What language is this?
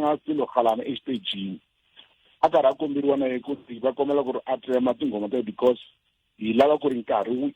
Tsonga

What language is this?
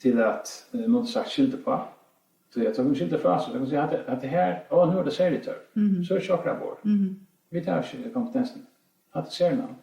Faroese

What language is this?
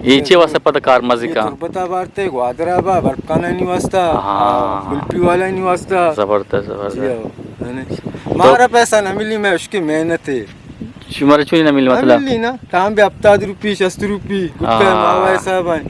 Eastern Balochi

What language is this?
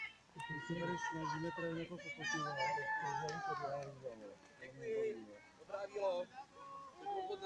Czech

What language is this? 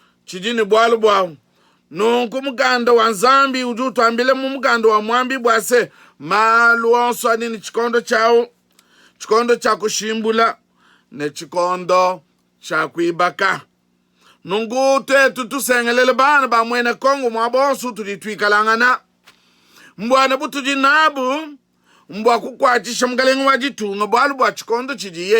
Luba-Lulua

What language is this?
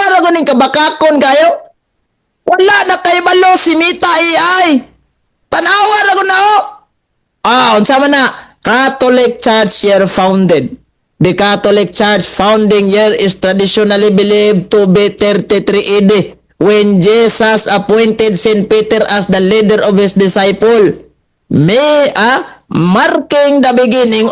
Cebuano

